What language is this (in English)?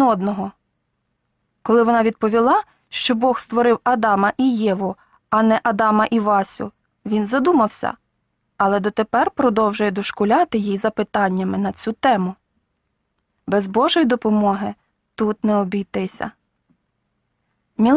Ukrainian